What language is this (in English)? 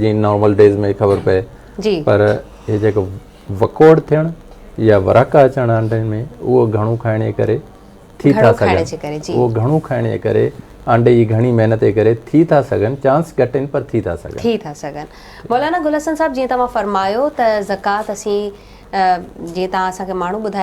Sindhi